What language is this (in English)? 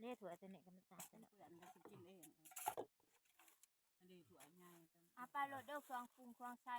Lao